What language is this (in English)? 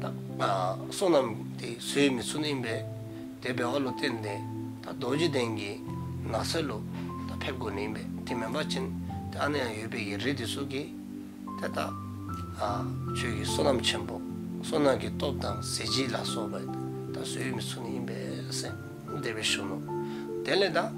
Dzongkha